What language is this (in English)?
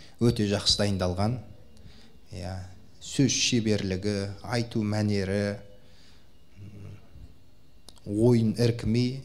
Kazakh